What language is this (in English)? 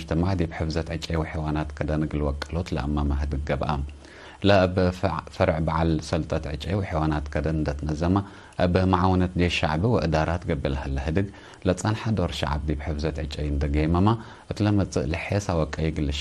Tigre